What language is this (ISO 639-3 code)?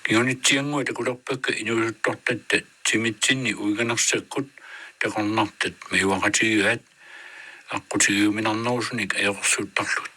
kal